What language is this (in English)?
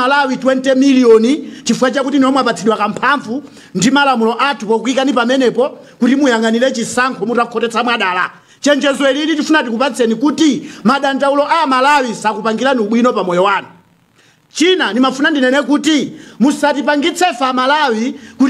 Nyanja